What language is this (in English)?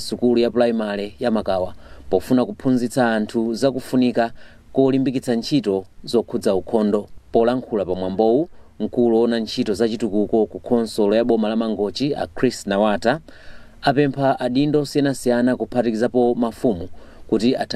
Nyanja